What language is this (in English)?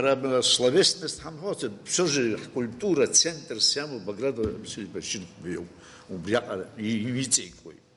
Abkhazian